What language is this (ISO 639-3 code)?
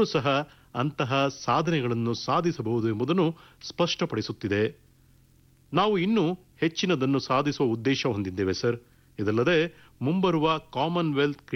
kan